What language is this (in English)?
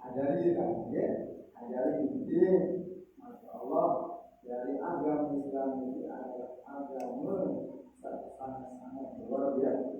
Sasak